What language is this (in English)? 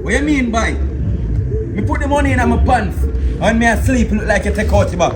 Jamaican Creole English